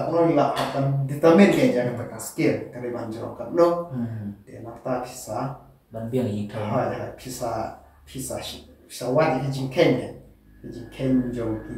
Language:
Khasi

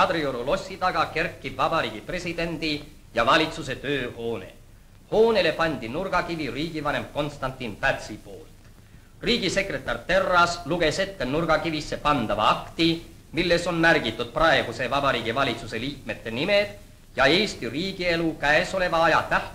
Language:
Estonian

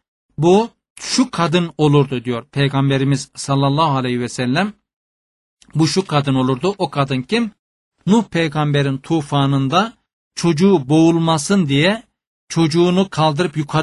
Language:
Turkish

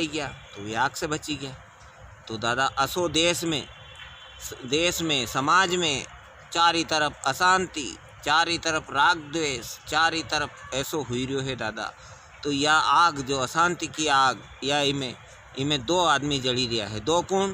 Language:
Rajasthani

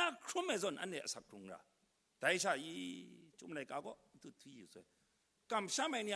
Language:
Kachin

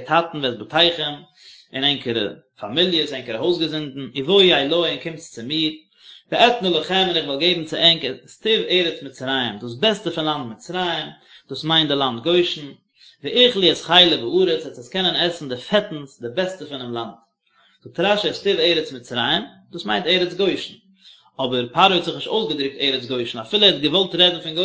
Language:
Yiddish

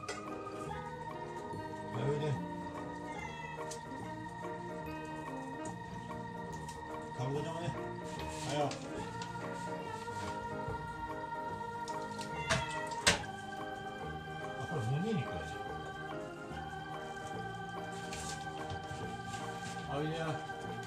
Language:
Japanese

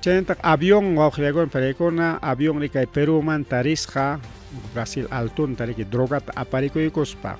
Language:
Ayacucho Quechua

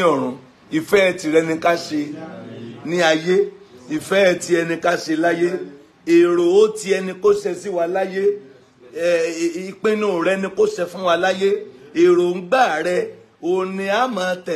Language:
Yoruba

